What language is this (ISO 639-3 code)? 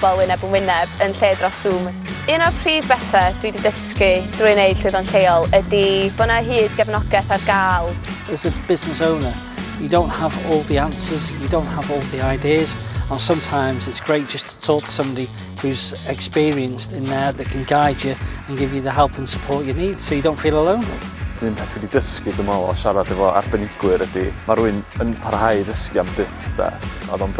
cym